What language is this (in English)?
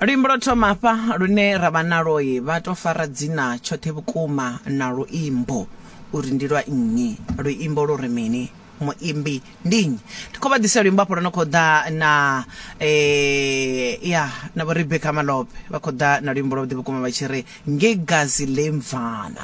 Venda